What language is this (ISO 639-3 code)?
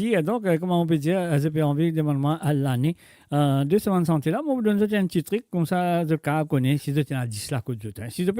mfe